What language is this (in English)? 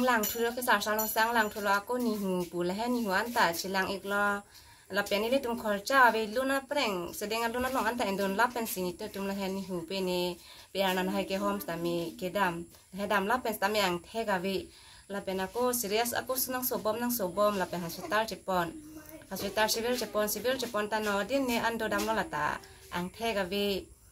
Karbi